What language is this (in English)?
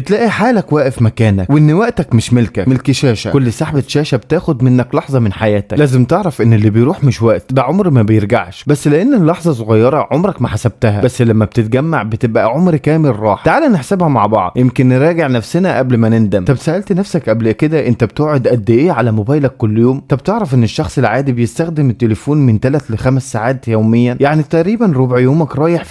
Egyptian Arabic